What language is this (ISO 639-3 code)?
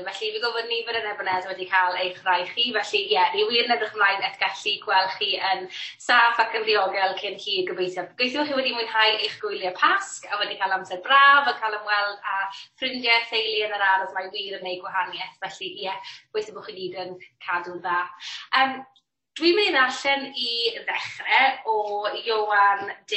cym